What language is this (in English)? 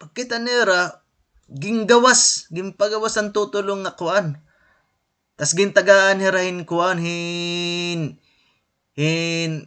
Waray